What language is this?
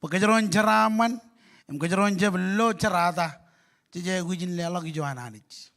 Marshallese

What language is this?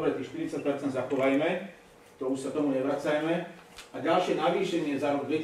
Slovak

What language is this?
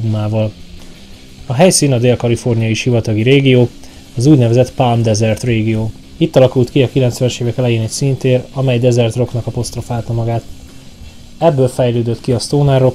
Hungarian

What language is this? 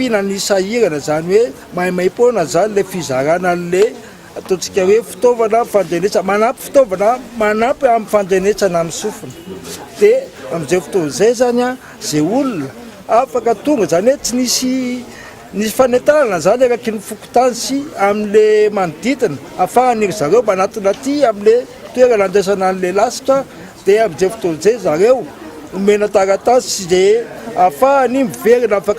Malagasy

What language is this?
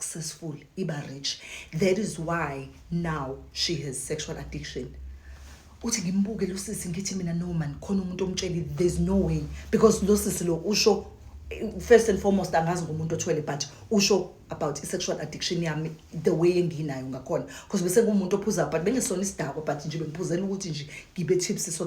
Zulu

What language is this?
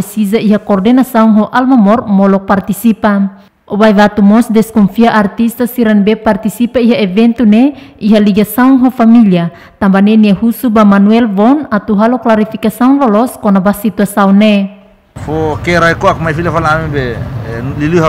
Tetum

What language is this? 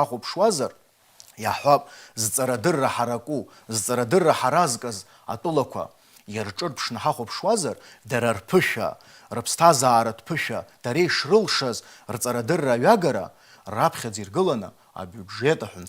Abkhazian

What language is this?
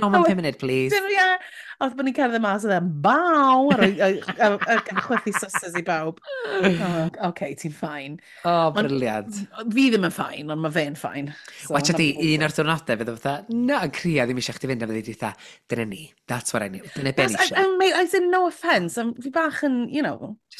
Welsh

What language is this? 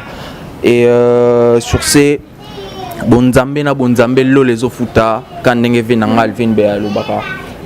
Lingala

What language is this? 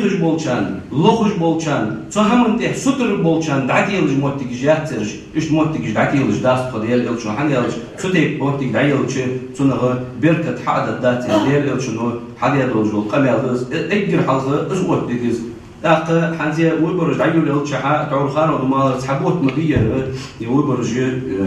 Ingush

